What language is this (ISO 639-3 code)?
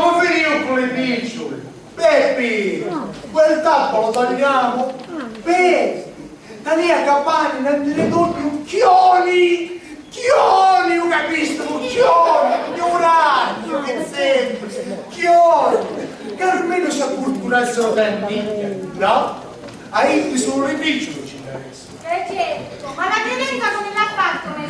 scn